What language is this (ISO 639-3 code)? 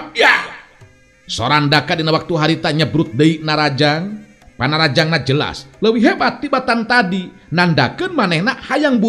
sun